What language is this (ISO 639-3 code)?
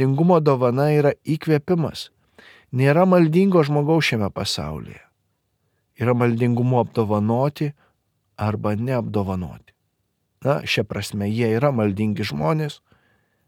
lit